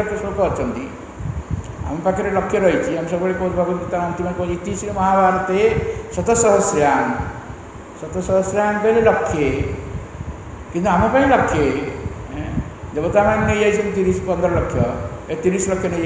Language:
Odia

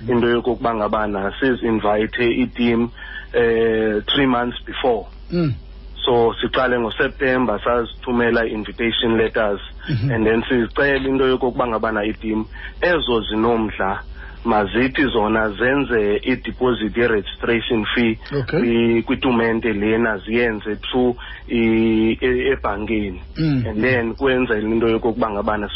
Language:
Xhosa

